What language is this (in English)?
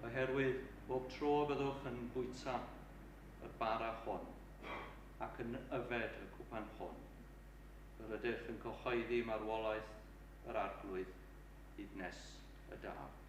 Welsh